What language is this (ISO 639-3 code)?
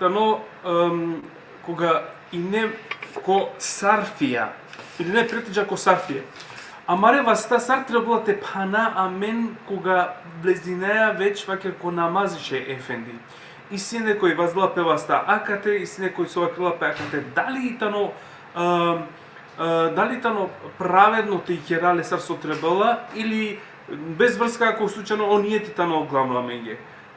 rmn